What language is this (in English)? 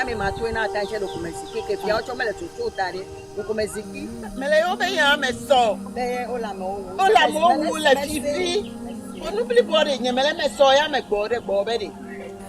Ewe